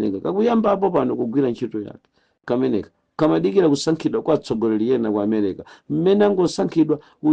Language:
Nyanja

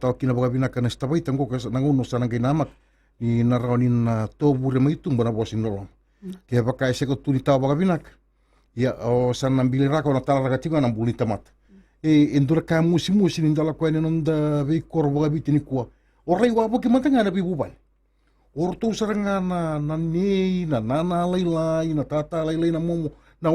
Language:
Fijian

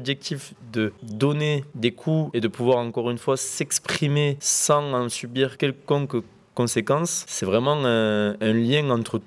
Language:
French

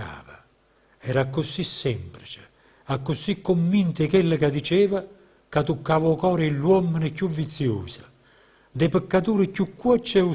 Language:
Neapolitan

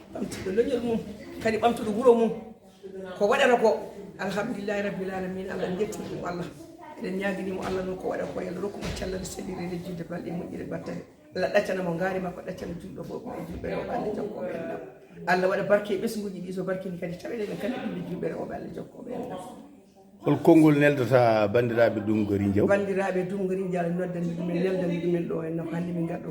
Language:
Fula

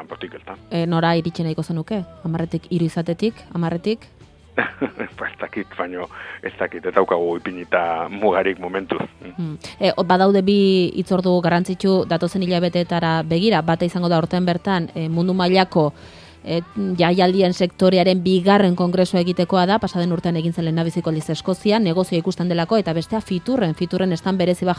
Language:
Basque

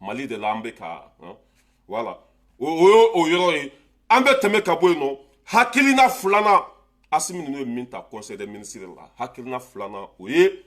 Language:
Bambara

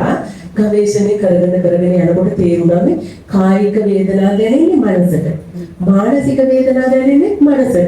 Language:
Sinhala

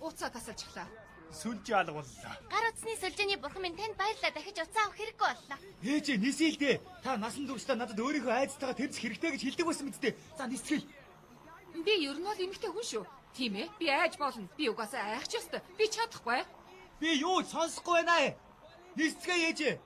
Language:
Mongolian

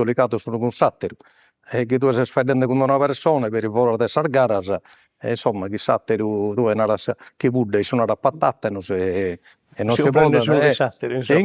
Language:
Sardinian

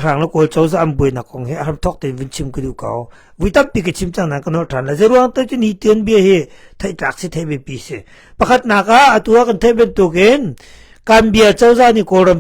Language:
Hakha Chin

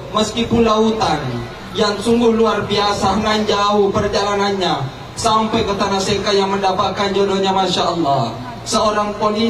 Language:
Buginese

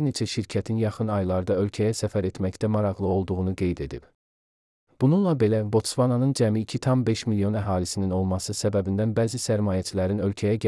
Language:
Azerbaijani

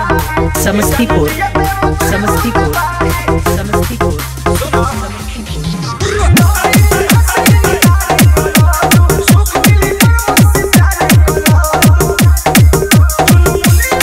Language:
Bhojpuri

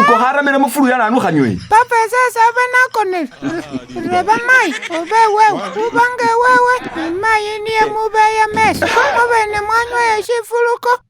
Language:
Masaaba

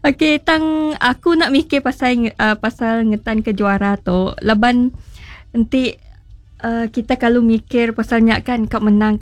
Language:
Iban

